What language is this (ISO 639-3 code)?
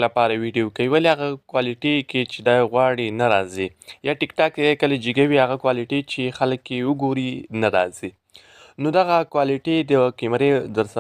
pus